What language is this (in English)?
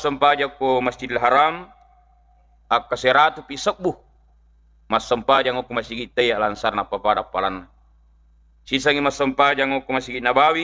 Buginese